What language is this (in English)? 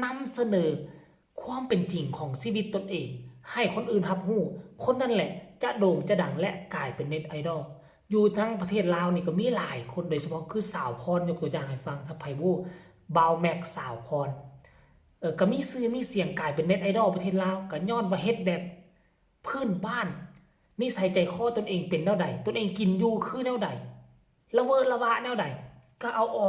Northeastern Thai